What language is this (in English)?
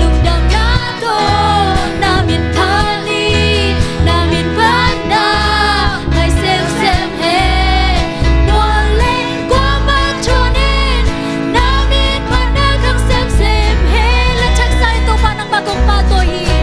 Tedim Chin